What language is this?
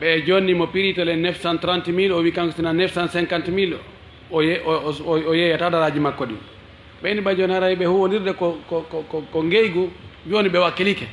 Fula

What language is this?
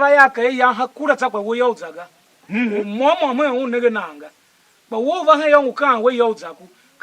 Tiv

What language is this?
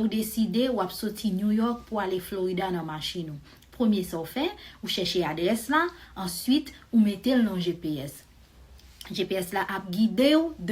Haitian Creole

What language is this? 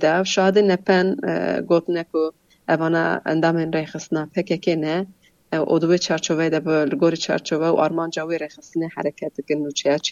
Kurdish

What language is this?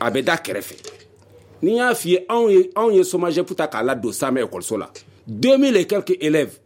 Bambara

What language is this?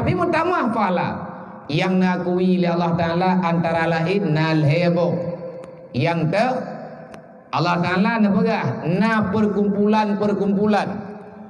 Achinese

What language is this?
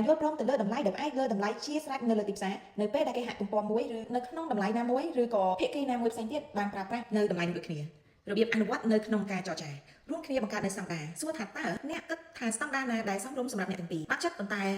Khmer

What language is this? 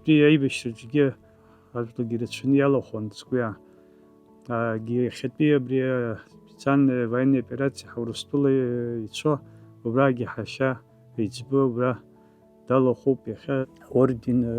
Abkhazian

